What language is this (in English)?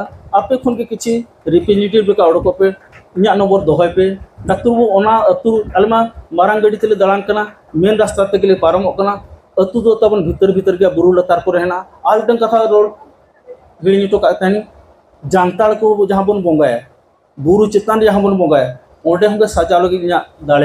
Santali